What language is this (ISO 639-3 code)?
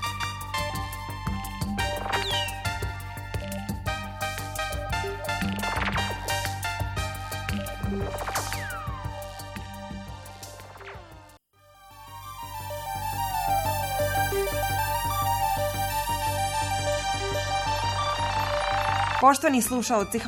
bos